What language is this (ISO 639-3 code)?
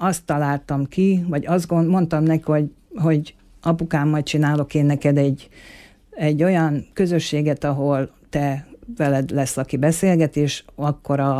hun